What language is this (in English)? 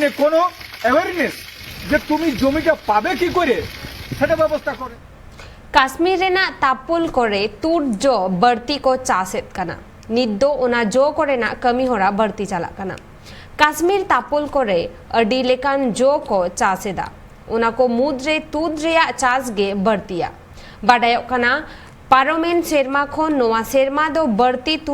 Santali